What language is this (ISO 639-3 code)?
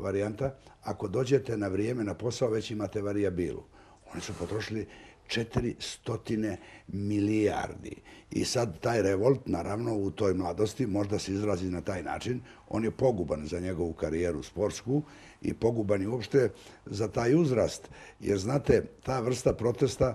bos